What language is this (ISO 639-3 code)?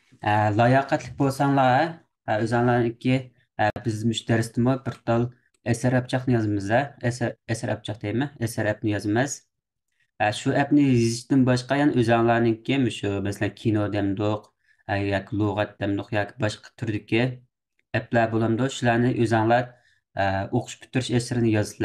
uig